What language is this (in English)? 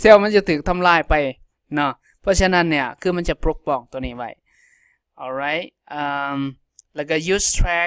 Lao